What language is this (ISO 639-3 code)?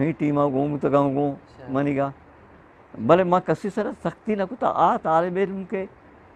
bgp